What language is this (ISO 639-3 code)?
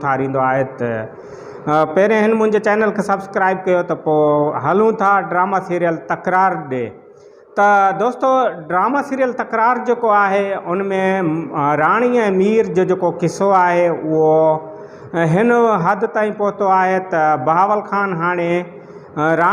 snd